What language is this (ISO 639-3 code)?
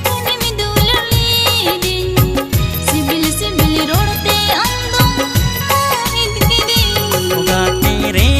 sat